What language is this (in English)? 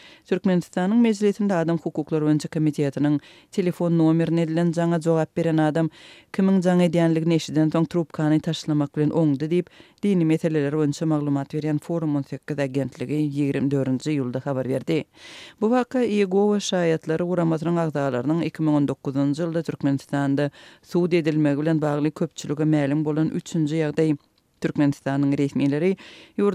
Turkmen